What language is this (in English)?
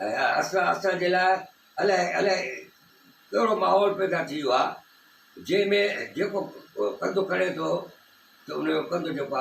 Sindhi